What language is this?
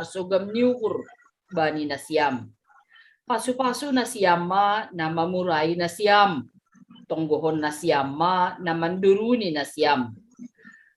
Batak Simalungun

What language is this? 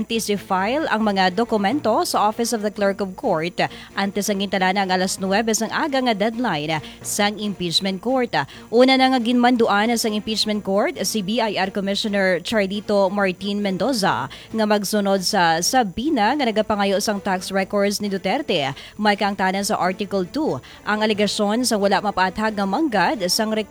Hiligaynon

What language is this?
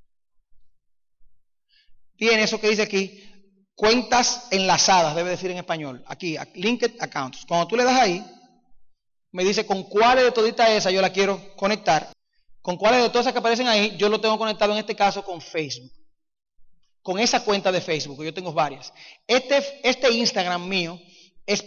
Spanish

